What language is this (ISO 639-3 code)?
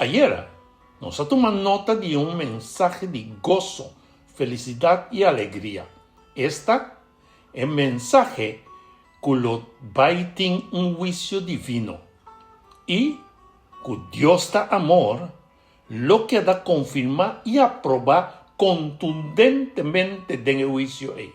pap